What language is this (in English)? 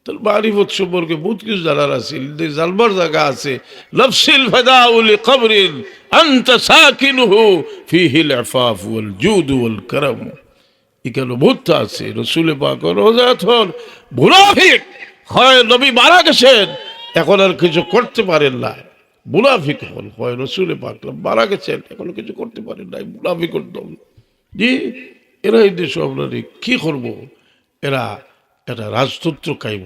Sylheti